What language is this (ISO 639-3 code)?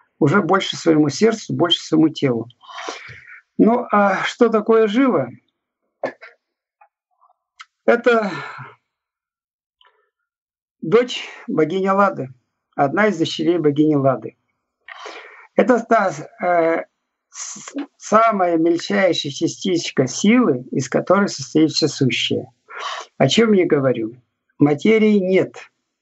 rus